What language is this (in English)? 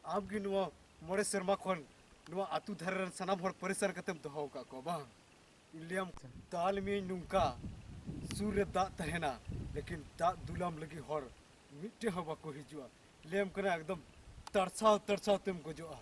Santali